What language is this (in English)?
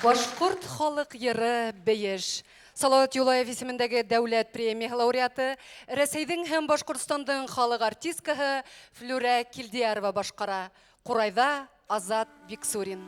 Bashkir